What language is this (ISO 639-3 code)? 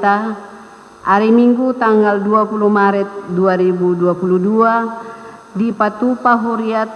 bbc